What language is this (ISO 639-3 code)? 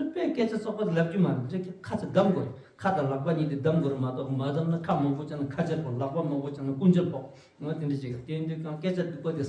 bod